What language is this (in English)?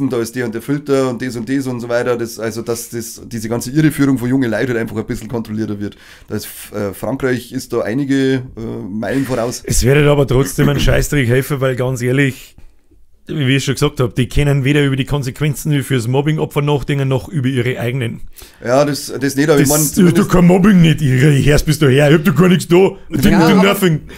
Bavarian